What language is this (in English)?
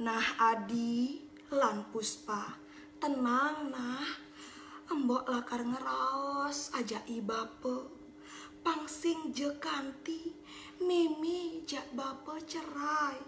Balinese